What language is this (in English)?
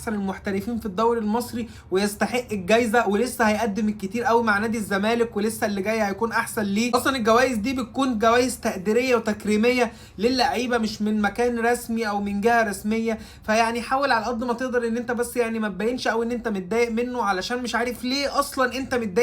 Egyptian Arabic